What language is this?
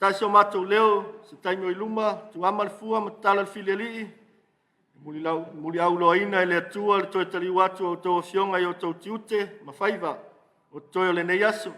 Samoan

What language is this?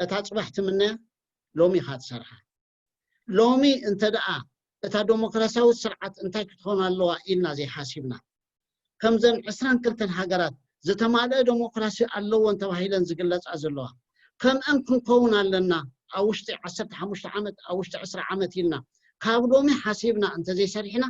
Tigrinya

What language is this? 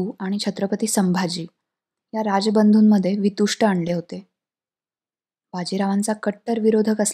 Marathi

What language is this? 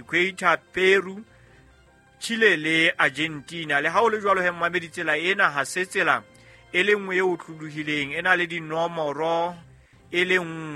Southern Sotho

